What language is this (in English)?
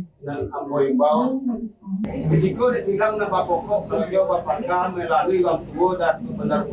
Minangkabau